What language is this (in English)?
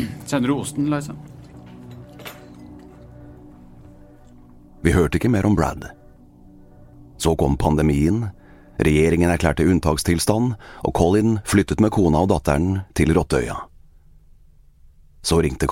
Norwegian